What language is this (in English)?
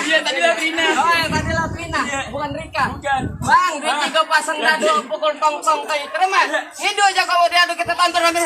Betawi